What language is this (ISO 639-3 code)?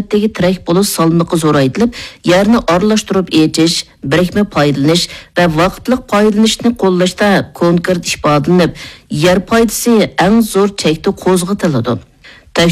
uig